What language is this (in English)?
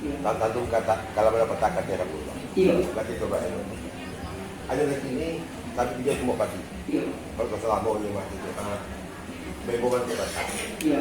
Minangkabau